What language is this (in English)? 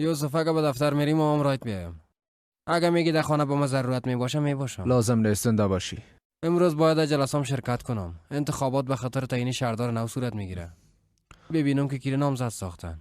Persian